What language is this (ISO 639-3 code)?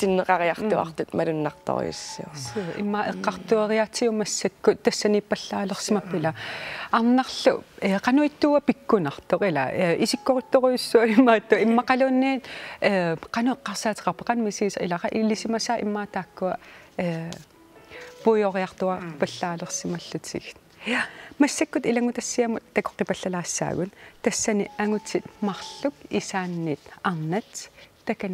kal